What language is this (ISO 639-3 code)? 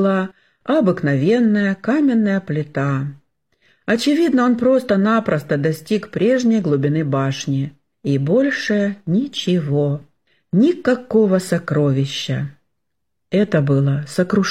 rus